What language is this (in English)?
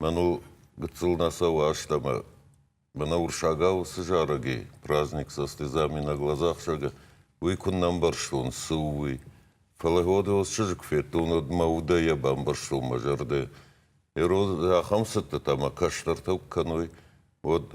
Ossetic